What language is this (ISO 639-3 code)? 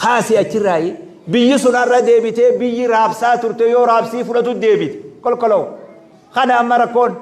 orm